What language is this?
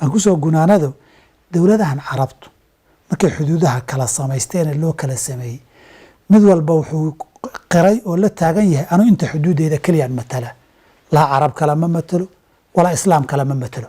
Somali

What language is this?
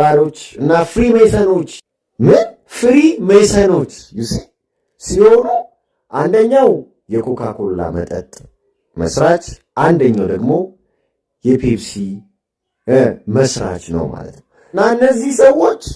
Amharic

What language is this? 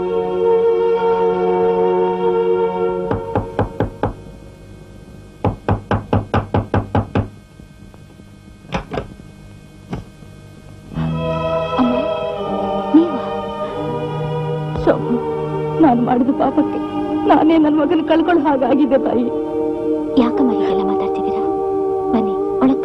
Kannada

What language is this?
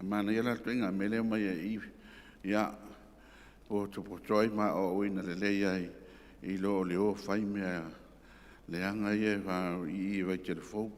Samoan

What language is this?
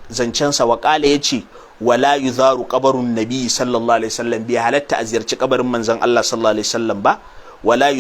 Hausa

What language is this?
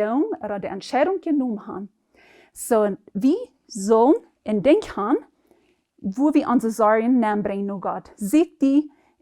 Plautdietsch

